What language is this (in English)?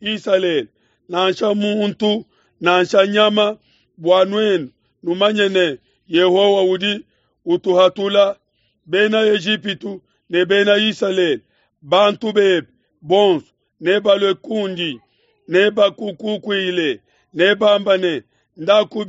Luba-Lulua